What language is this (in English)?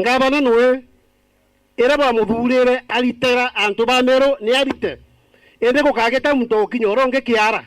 Meru